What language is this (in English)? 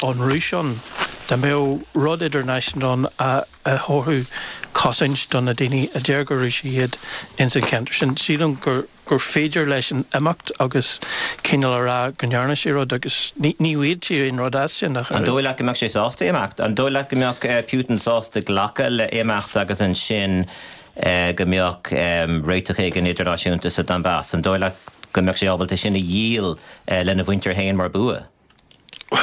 Irish